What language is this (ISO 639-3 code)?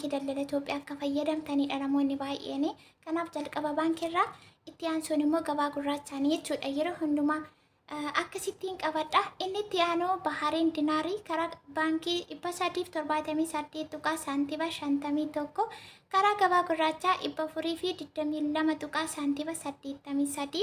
orm